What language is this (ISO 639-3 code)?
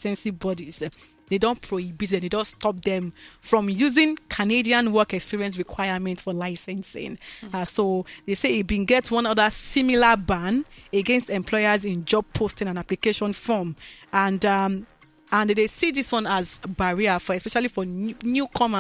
pcm